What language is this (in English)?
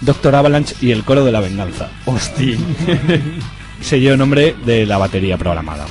Aragonese